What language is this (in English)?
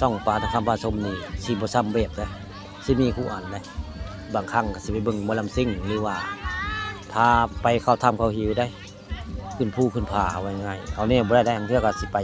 Northeastern Thai